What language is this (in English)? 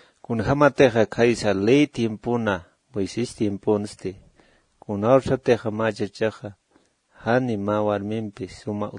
Aymara